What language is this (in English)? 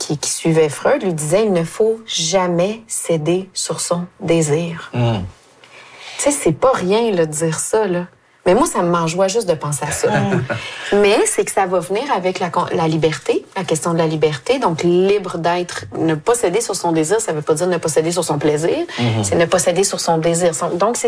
French